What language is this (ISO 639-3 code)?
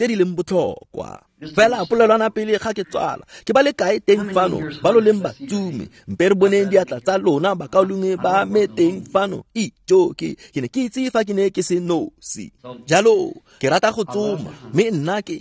tsn